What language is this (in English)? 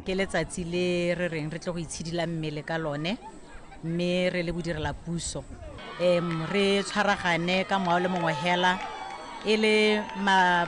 Tswana